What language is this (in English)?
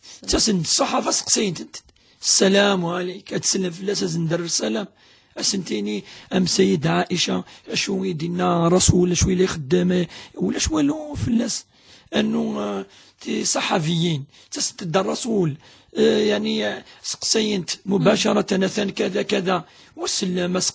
Kabyle